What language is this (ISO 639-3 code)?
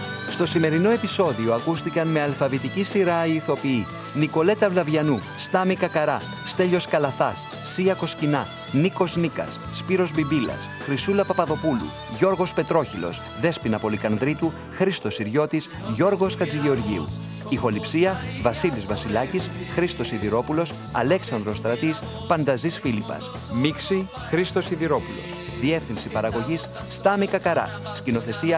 ell